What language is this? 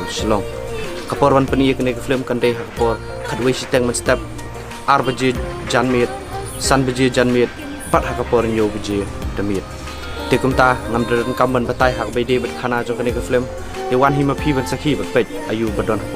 Khasi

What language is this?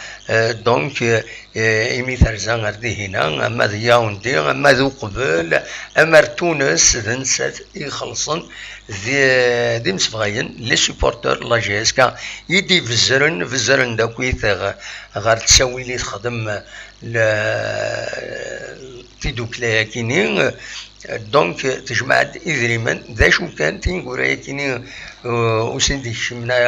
Kabyle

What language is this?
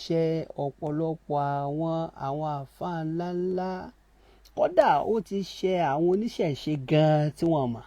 Yoruba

